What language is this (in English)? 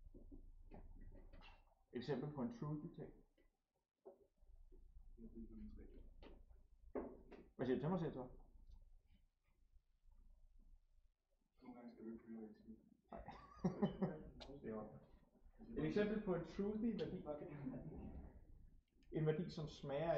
Danish